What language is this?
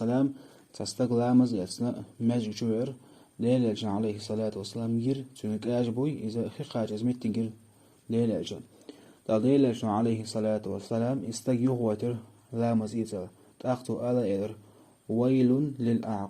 Chechen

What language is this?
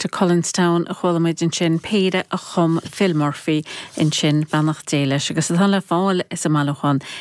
Irish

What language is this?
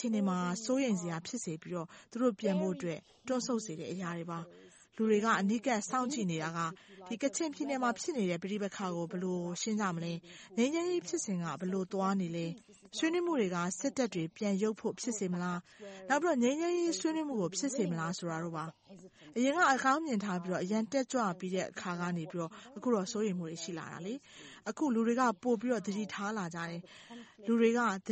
Burmese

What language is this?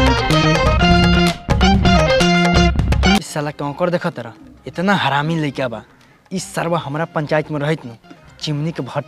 Bhojpuri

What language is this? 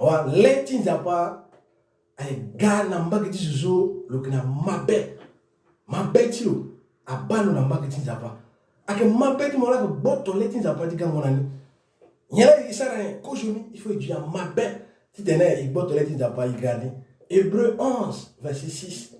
Sango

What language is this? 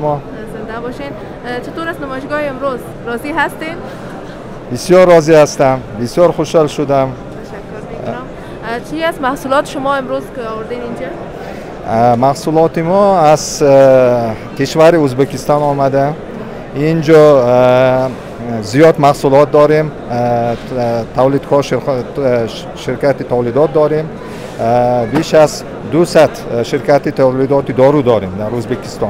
Persian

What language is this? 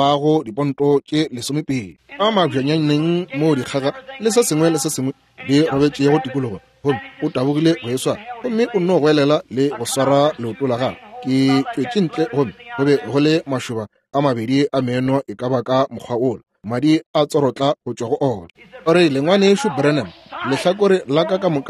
Northern Sotho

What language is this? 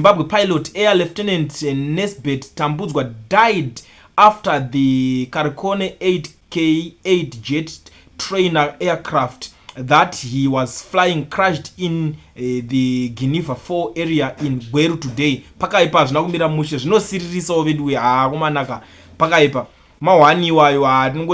Shona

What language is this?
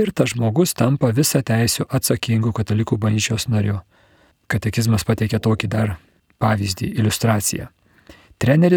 Lithuanian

